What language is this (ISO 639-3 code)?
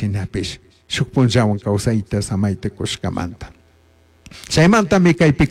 qug